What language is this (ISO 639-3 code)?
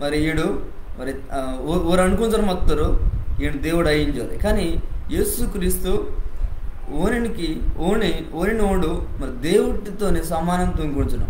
kff